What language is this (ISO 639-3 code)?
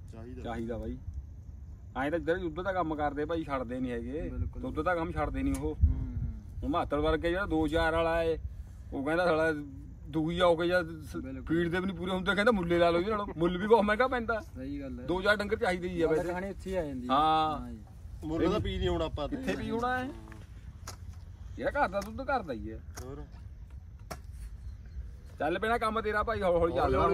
pan